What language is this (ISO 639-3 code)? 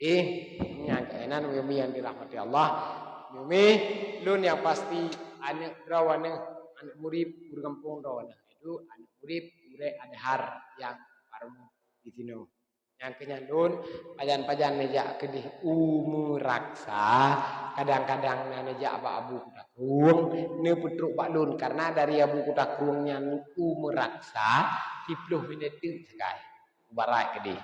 ace